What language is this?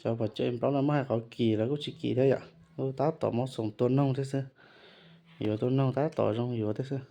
Hmong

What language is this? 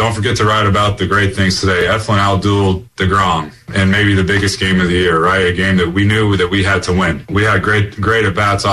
English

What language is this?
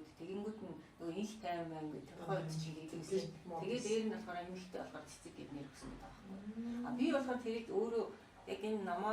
Mongolian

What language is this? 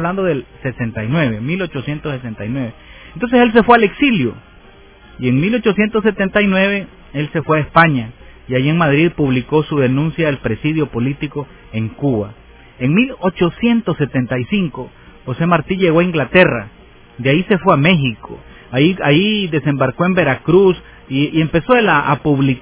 Spanish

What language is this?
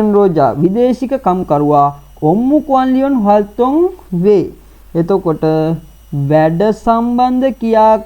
Sinhala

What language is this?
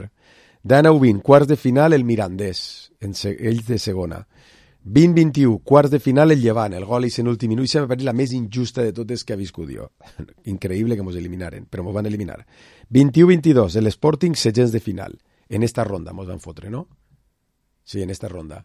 Catalan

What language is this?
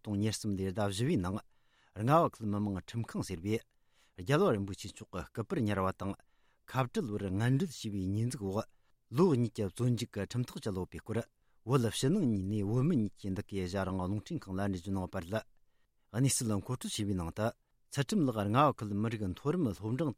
Tibetan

